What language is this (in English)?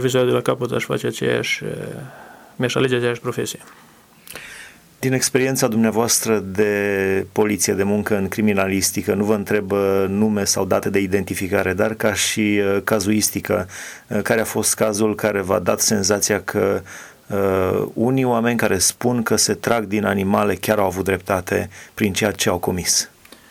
Romanian